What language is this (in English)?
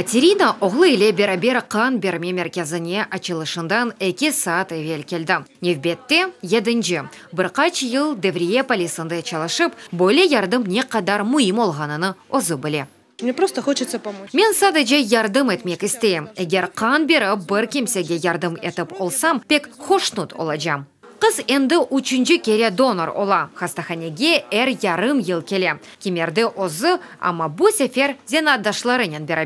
Crimean Tatar